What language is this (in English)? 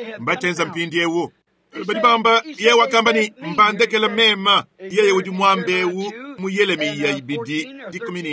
Luba-Lulua